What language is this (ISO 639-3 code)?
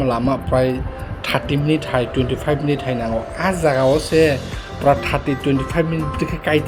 trp